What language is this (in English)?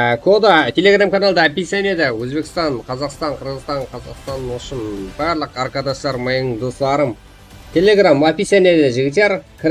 Kara-Kalpak